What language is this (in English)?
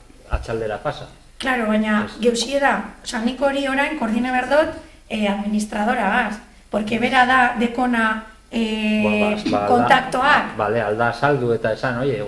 Basque